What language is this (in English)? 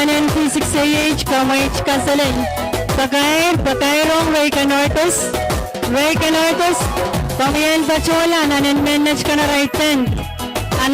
Pohnpeian